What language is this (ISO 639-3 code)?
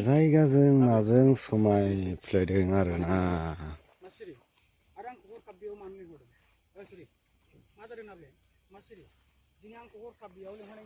brx